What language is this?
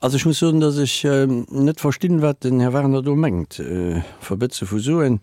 Luxembourgish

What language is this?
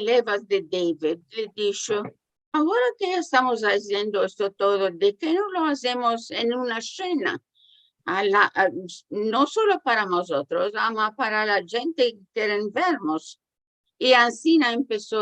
Ladino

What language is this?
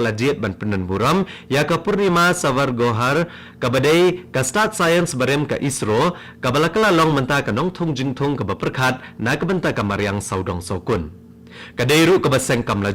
Khasi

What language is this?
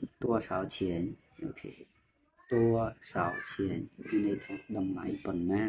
Khmer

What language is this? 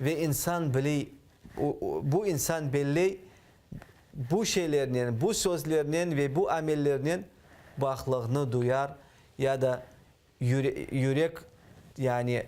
Crimean Tatar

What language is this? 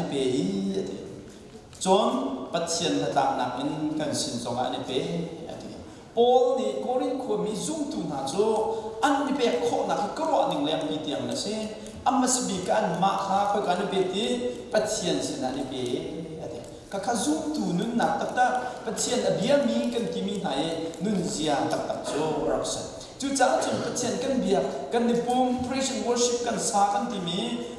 Hakha Chin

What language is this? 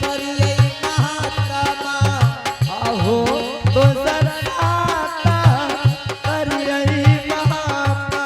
Angika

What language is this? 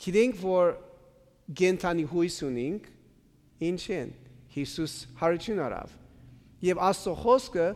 Armenian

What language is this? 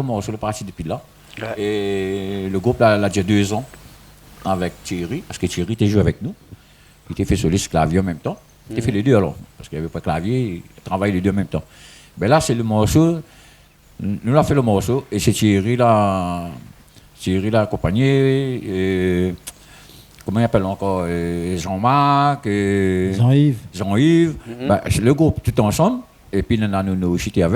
Réunion Creole French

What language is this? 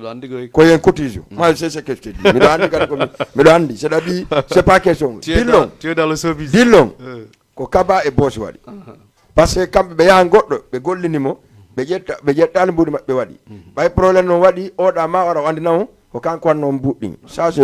Fula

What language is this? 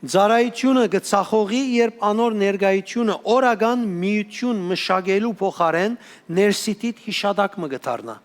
Western Armenian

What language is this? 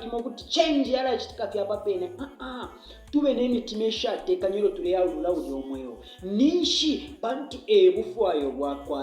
Bemba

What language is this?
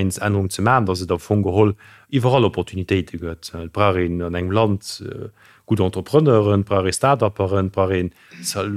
Luxembourgish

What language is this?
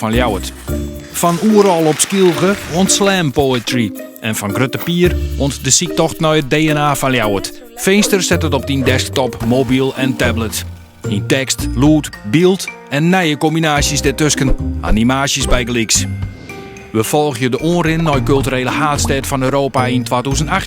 Western Frisian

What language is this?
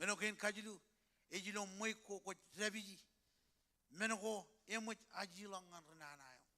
Marshallese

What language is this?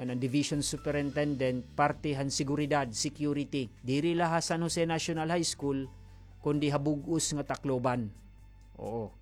Waray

